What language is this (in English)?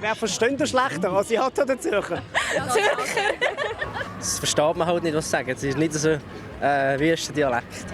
Swiss German